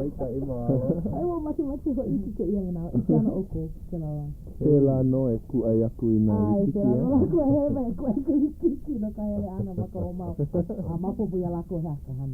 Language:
Hawaiian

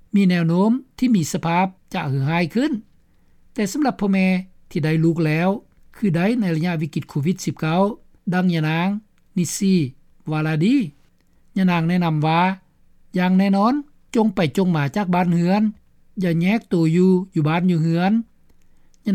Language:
Lao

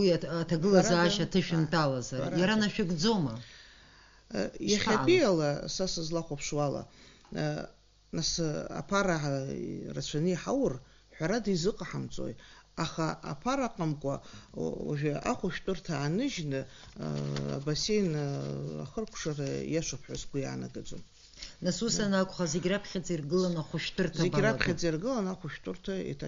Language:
Abkhazian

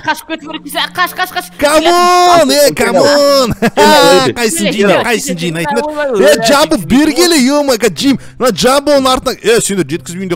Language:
Kazakh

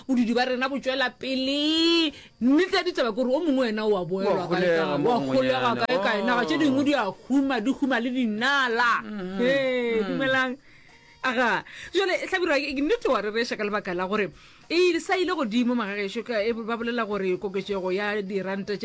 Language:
Northern Sotho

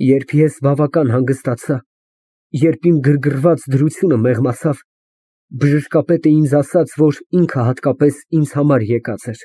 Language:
Armenian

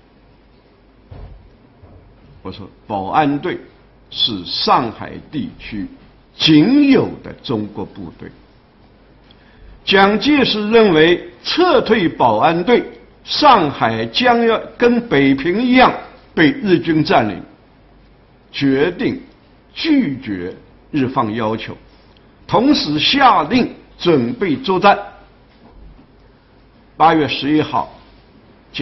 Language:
Chinese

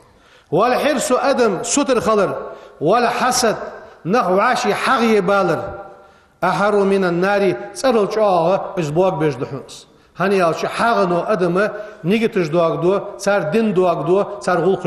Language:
Ingush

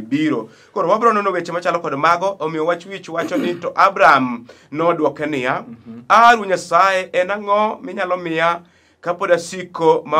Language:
Luo (Kenya and Tanzania)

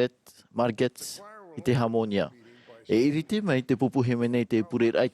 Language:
Tahitian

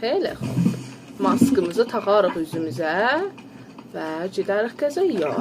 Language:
South Azerbaijani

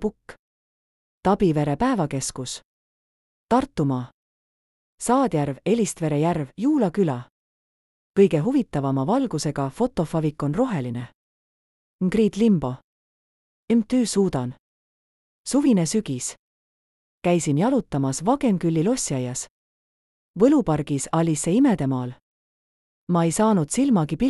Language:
Estonian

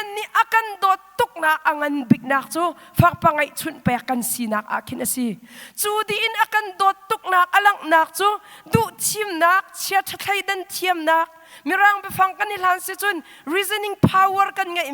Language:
Hakha Chin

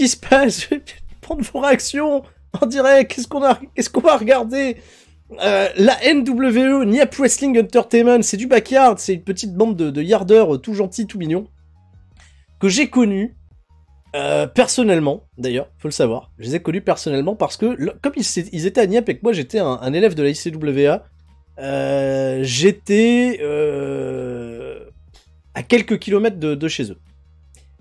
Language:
French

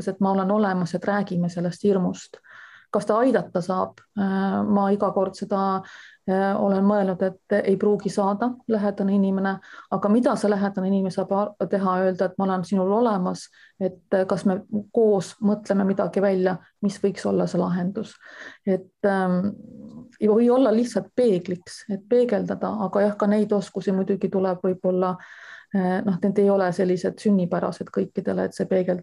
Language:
Estonian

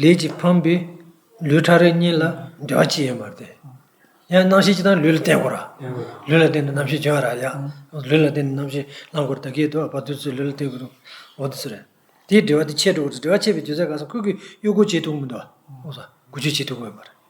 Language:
Tibetan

